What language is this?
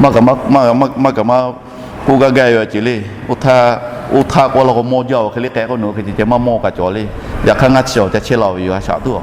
Lahu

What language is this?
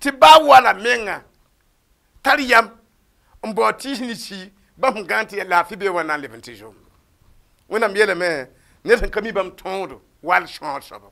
Mossi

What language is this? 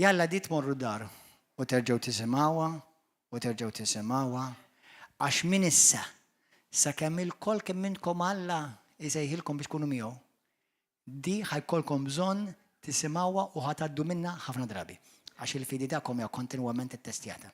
Maltese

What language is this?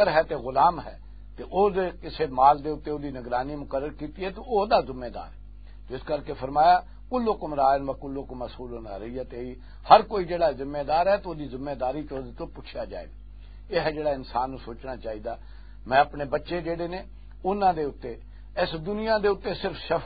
Western Panjabi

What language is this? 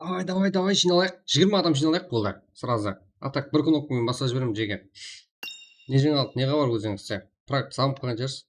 Kara-Kalpak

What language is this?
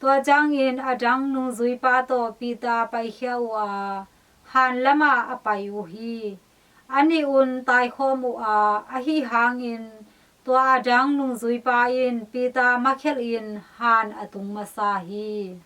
Tedim Chin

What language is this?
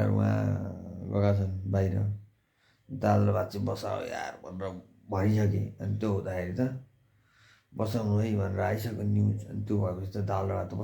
Nepali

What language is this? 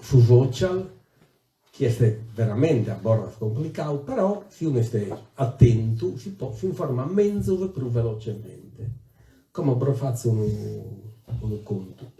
Sardinian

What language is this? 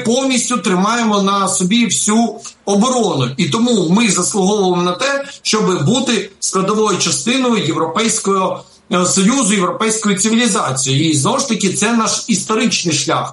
Ukrainian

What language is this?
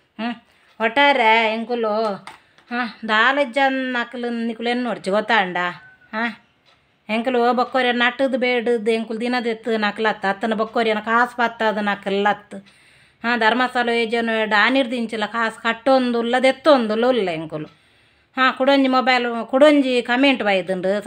Tulu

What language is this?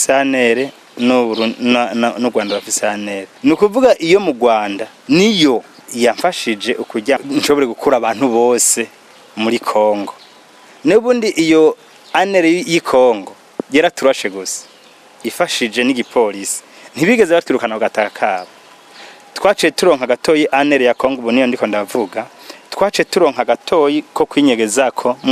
Rundi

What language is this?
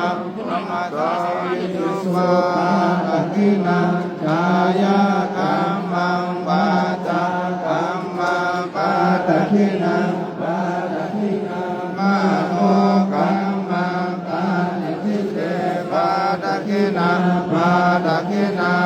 Pali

